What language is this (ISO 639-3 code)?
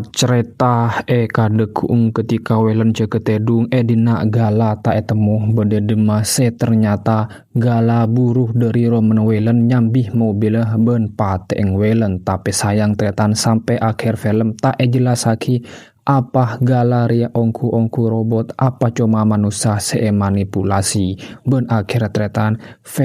mad